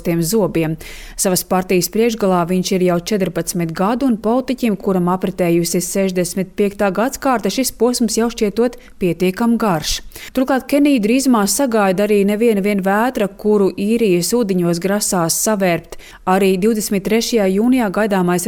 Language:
Latvian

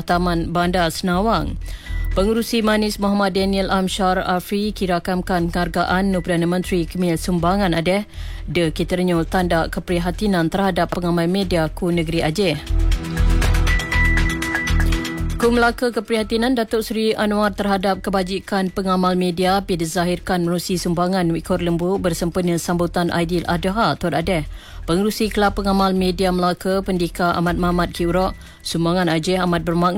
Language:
Malay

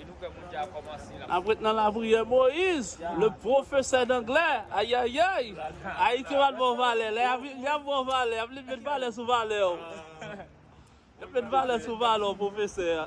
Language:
Haitian Creole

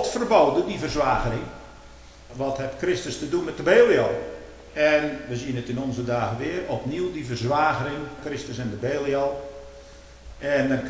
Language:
Dutch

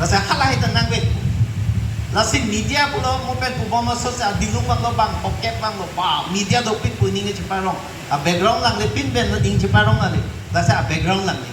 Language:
Karbi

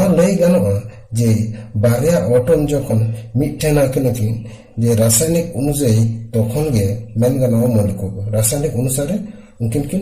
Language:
Santali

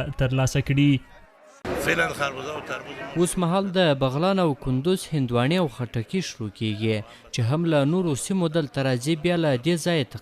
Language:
Pashto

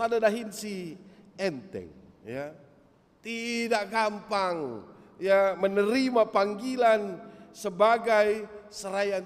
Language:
Batak Karo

